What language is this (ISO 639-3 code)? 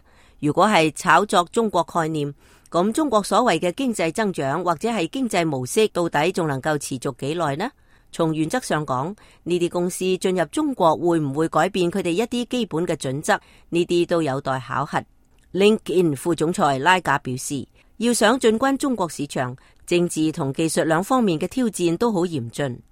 yue